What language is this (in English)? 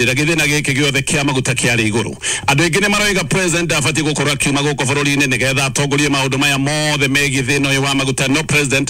Kikuyu